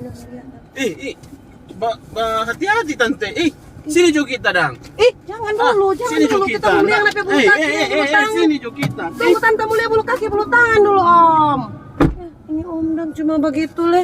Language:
Manado Malay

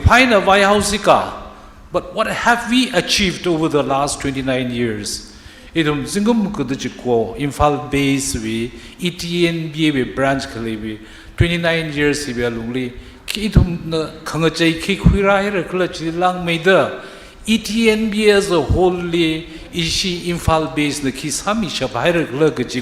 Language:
Tangkhul Naga (India)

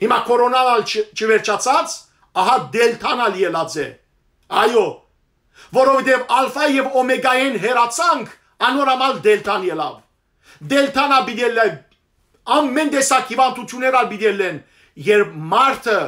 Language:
Western Armenian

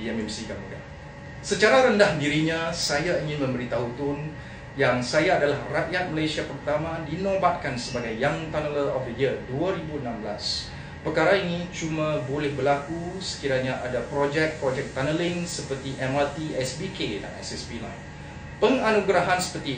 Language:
Malay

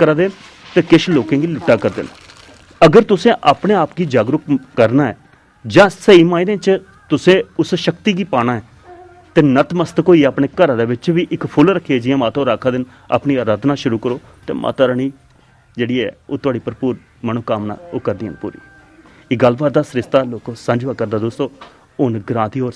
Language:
Dogri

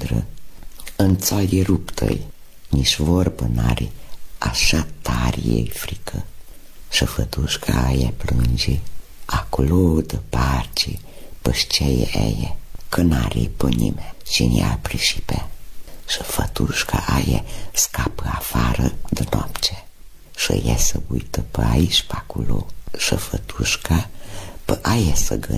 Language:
Romanian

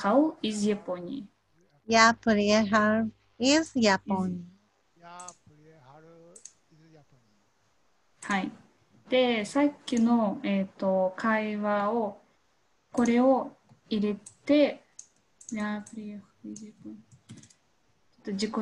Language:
Japanese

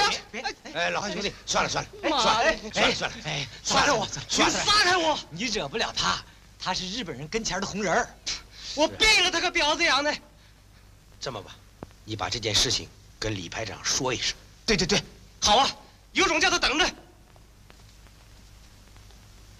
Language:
Chinese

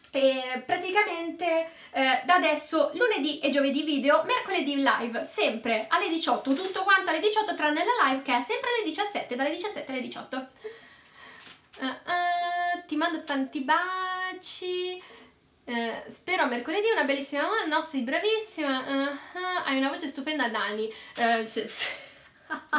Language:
Italian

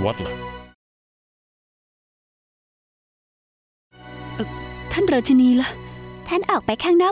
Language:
Thai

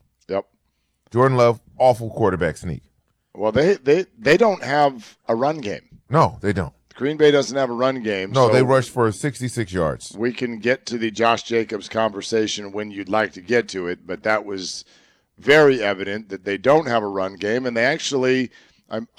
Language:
English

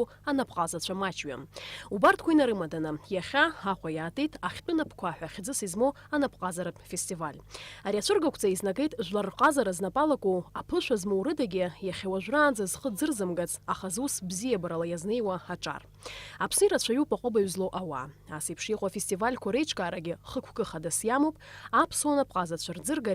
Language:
Abkhazian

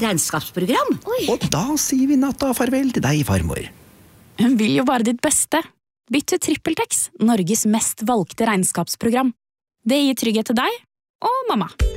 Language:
Norwegian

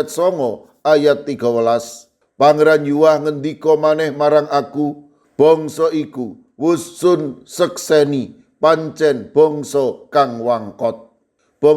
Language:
Javanese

